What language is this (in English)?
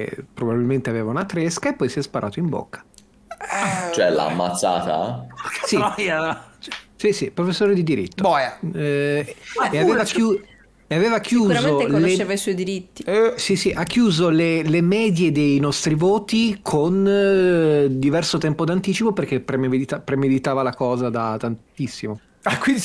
Italian